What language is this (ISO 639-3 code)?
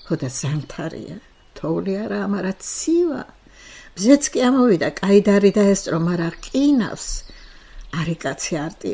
kat